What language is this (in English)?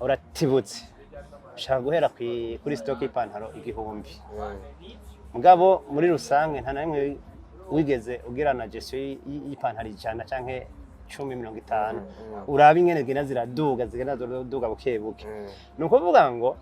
Rundi